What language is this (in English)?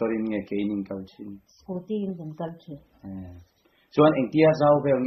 Mizo